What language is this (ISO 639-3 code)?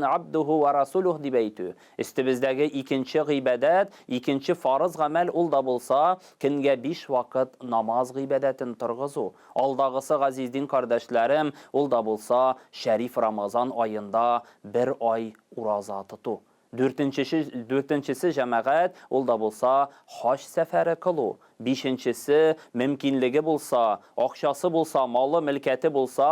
tat